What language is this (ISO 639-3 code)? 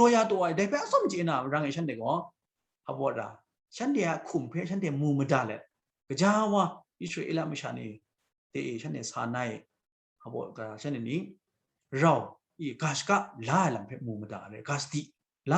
kac